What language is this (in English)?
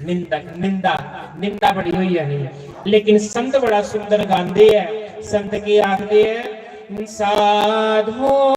Dogri